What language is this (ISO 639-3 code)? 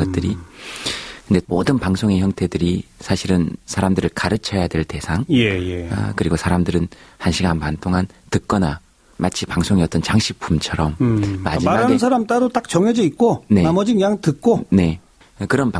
kor